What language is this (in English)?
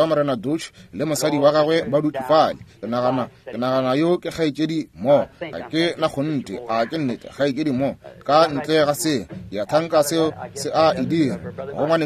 Northern Sotho